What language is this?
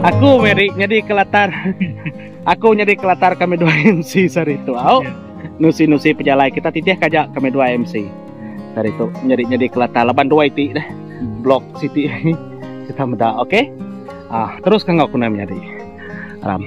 Iban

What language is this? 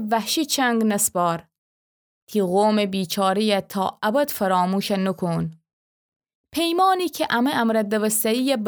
Gilaki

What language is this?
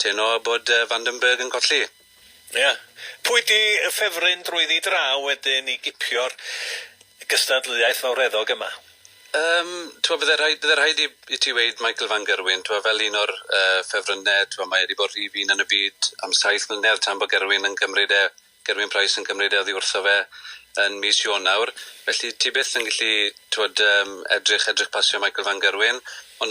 Welsh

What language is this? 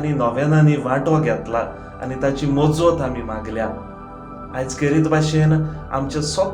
Konkani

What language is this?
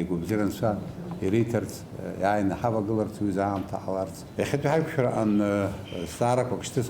Abkhazian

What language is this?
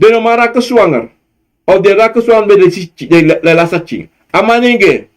Sranan Tongo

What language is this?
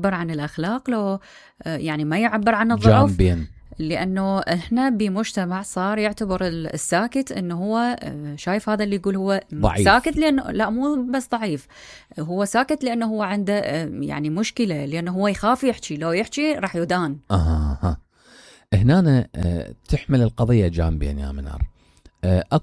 Mesopotamian Arabic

